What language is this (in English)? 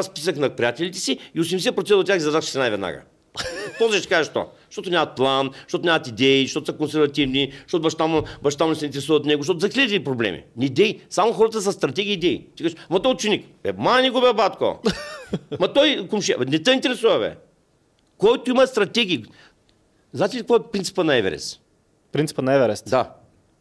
Bulgarian